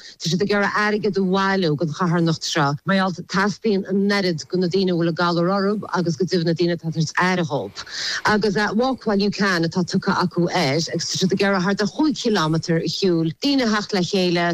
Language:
Irish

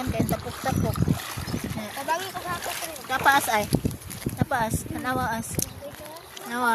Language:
Cebuano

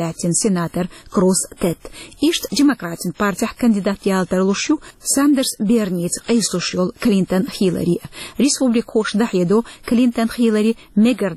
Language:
Chechen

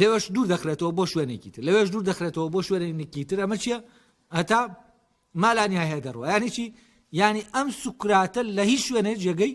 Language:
Central Kurdish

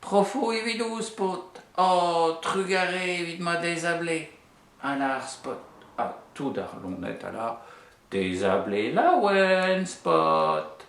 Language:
Breton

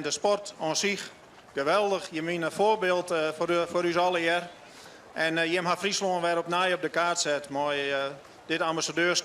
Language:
Western Frisian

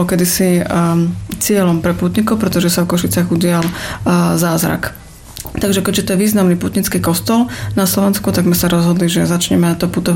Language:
Slovak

